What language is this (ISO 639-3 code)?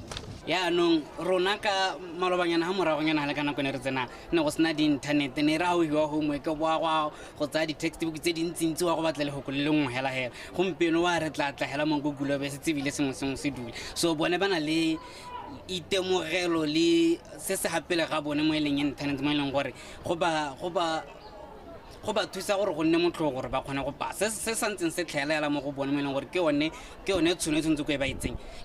tsn